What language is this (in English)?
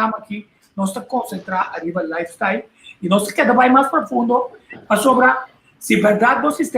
Papiamento